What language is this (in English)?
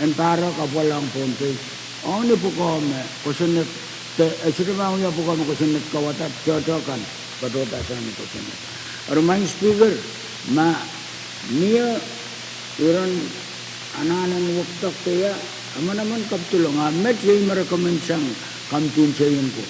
Pohnpeian